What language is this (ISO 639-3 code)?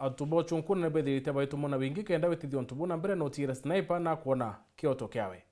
mer